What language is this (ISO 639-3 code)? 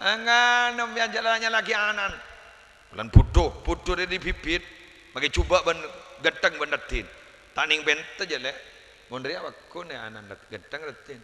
mad